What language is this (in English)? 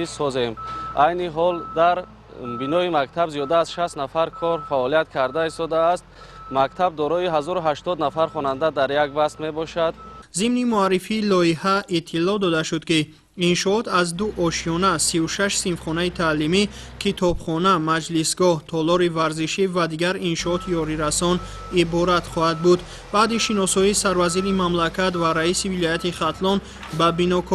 Tajik